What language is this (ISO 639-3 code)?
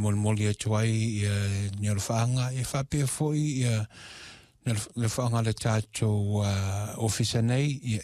smo